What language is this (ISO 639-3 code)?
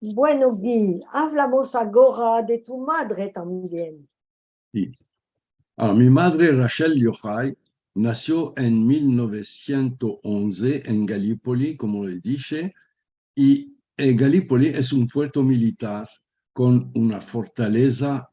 lad